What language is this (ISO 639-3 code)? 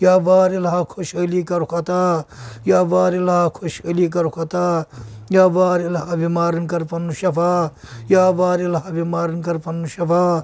kas